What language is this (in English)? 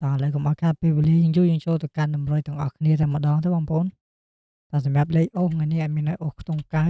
Khmer